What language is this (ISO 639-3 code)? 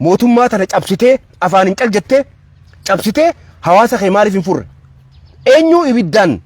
orm